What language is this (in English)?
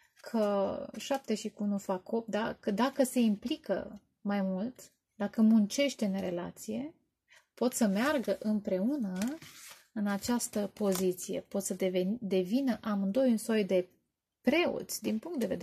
Romanian